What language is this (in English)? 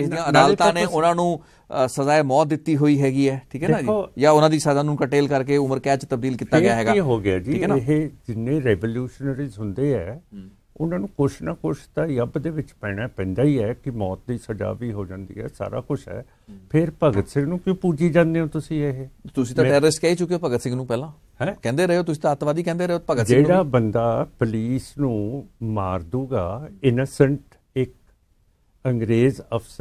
Punjabi